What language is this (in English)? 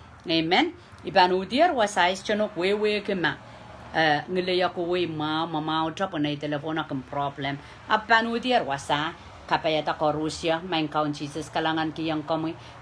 Pohnpeian